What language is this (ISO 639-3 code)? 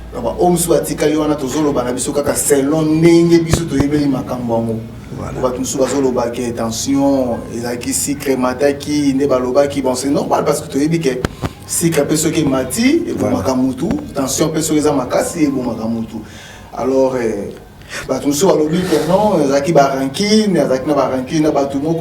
lin